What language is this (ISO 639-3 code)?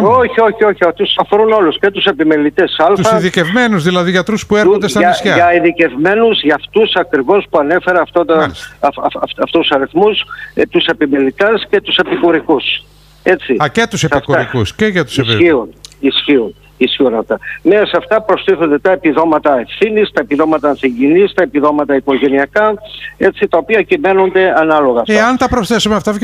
ell